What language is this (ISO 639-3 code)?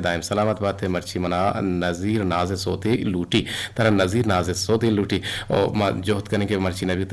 bgp